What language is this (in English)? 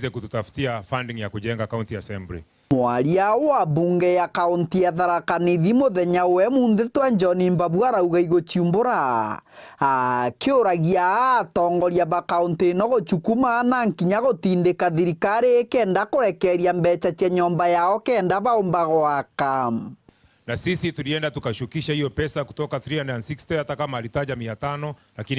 Meru